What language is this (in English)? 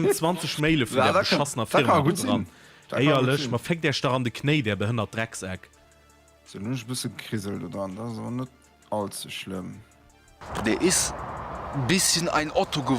Luxembourgish